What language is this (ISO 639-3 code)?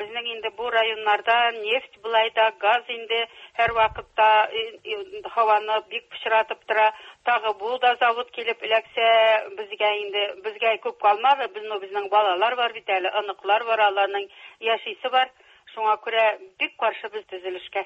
tat